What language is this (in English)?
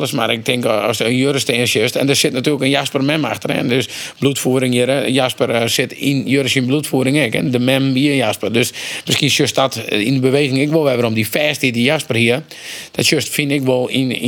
Western Frisian